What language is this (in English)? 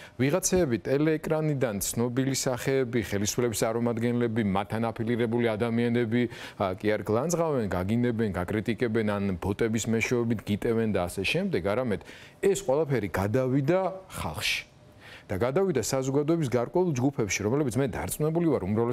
Georgian